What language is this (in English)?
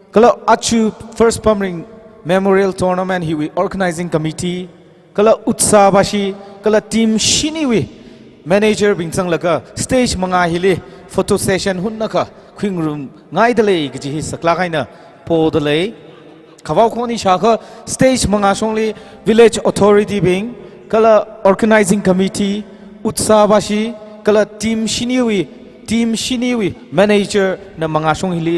Tangkhul Naga (India)